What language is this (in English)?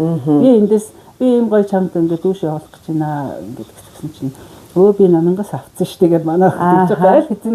Mongolian